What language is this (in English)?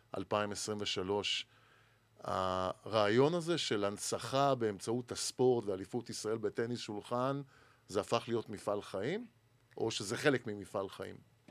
Hebrew